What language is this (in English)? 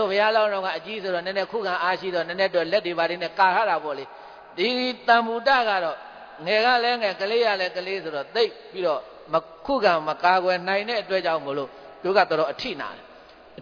Burmese